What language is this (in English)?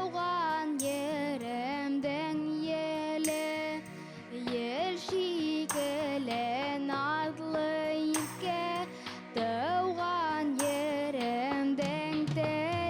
Bashkir